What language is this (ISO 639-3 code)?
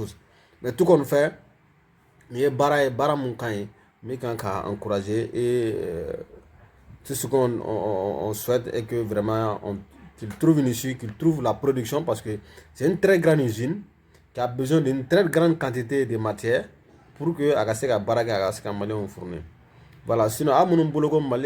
bam